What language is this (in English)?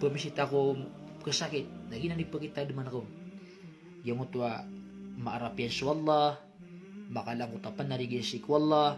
Maranao